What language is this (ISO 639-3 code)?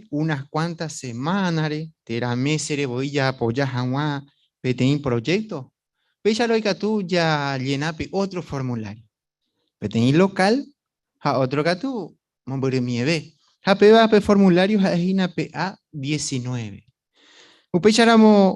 grn